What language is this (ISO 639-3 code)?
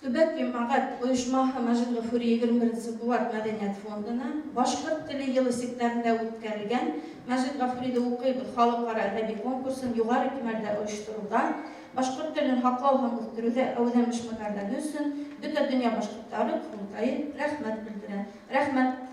bak